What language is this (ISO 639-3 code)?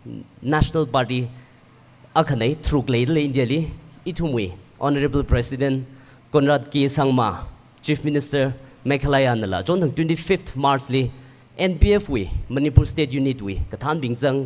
nmf